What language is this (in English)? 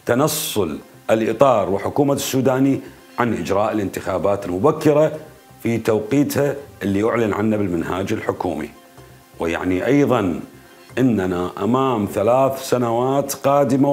Mesopotamian Arabic